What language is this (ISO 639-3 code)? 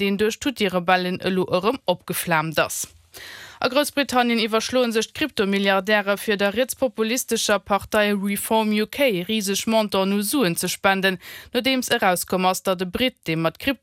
ltz